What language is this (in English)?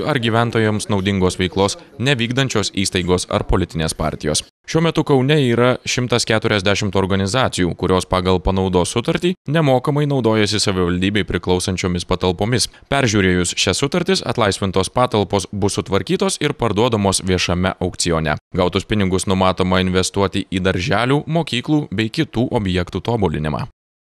Lithuanian